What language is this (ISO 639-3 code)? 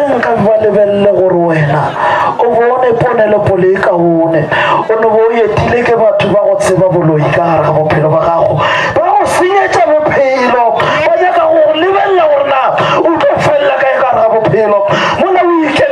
nso